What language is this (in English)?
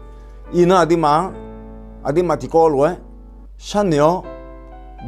Akha